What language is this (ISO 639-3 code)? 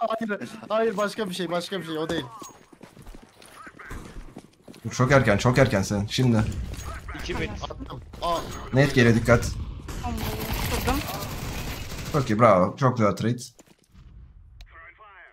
tur